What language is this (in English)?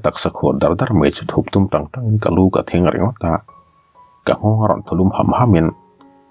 Mizo